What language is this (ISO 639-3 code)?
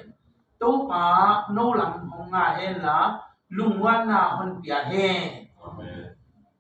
ctd